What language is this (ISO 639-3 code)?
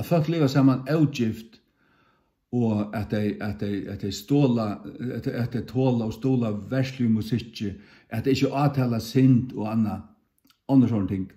fao